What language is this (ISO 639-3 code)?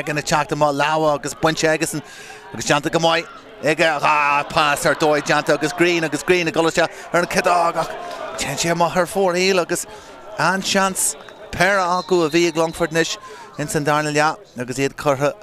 gle